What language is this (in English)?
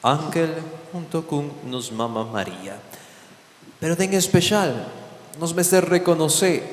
Papiamento